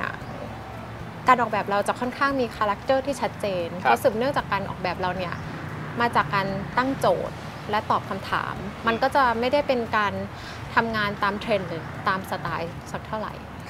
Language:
Thai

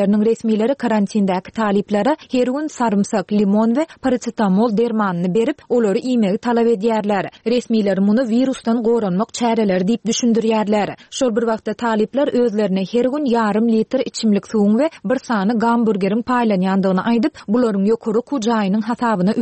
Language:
Turkmen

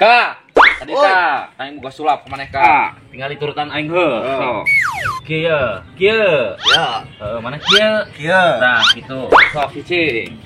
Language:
Sundanese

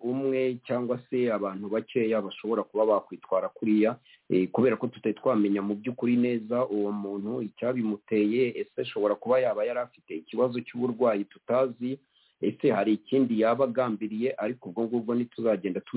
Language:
Kinyarwanda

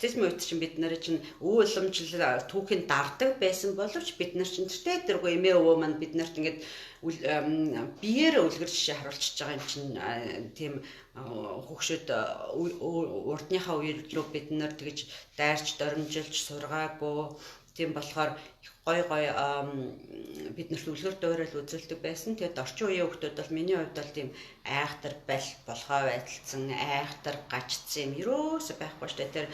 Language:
Mongolian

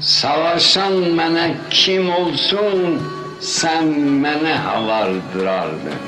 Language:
South Azerbaijani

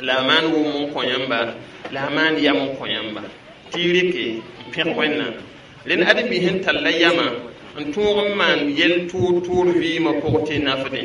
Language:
Mossi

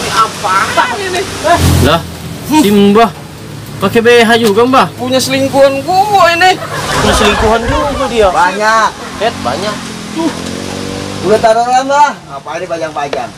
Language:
Betawi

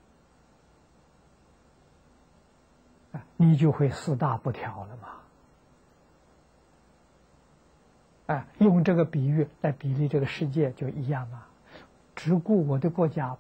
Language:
Chinese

